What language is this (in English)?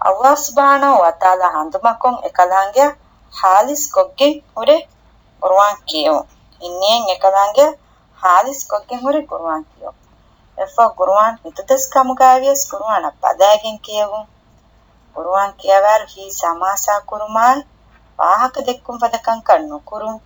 Divehi